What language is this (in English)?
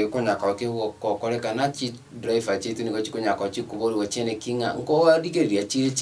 Gusii